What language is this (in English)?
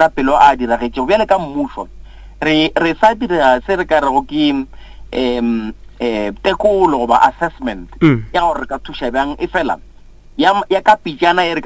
Northern Sotho